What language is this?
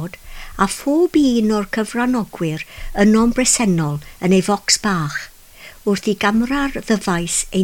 Welsh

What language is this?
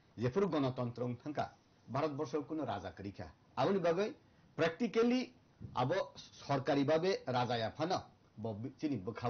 Kok Borok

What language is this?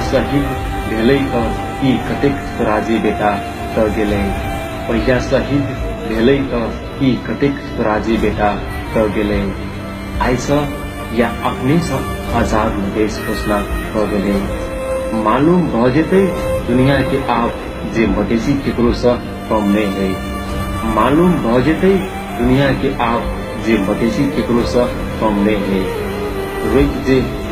Maithili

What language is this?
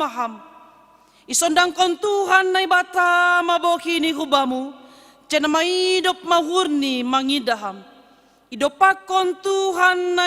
Batak Simalungun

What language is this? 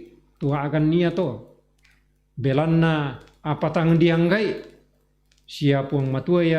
Toraja-Sa'dan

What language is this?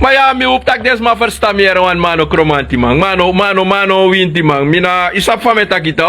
Sranan Tongo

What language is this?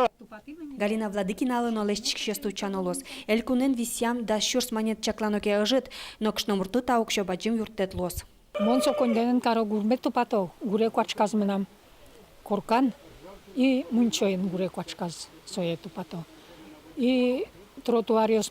Udmurt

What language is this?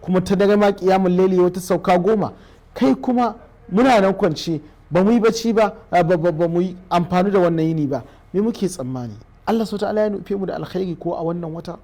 Hausa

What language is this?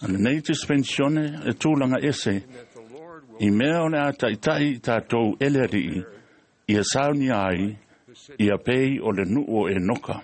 Samoan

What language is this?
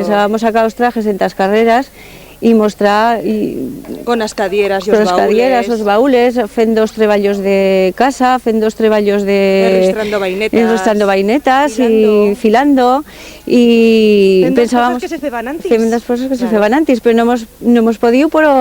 Aragonese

